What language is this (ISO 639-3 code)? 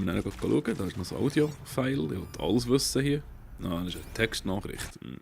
gsw